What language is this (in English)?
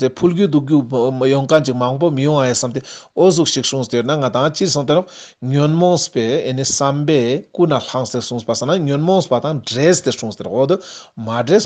Ladakhi